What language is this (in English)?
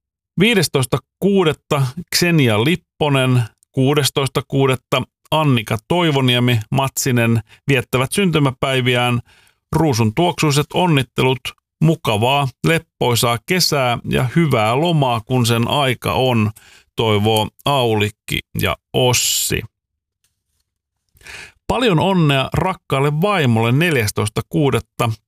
Finnish